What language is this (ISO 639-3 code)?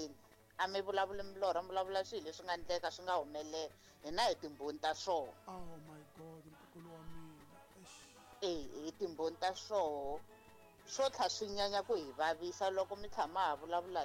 tso